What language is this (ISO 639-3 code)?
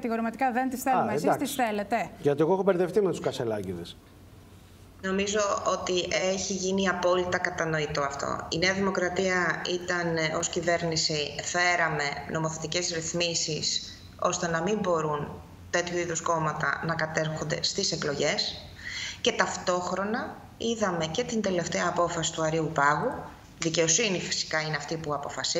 ell